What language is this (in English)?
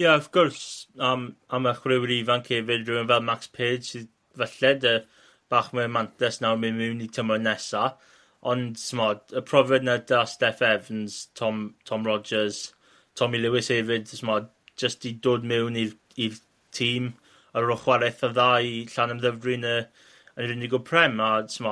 Welsh